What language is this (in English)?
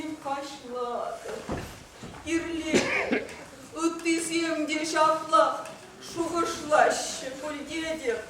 Chuvash